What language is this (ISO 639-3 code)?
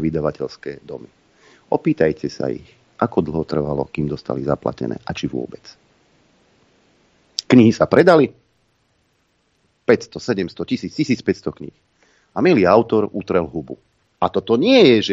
slk